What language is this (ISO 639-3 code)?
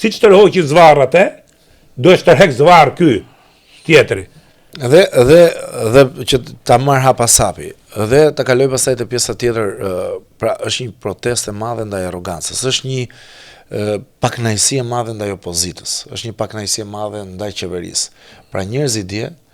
sqi